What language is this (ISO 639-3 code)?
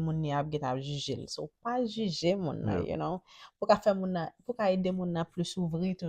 hat